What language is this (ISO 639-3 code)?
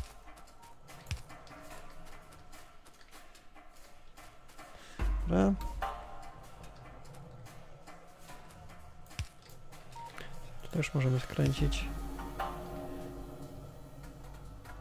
pol